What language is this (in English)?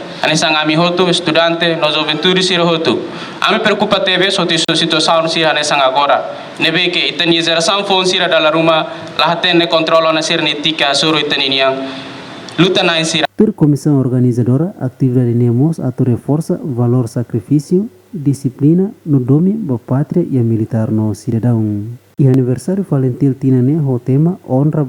Tetum